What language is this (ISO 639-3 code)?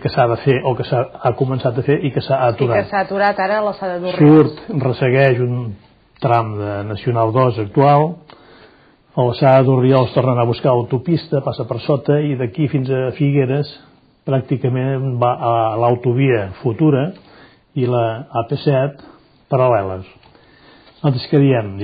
cat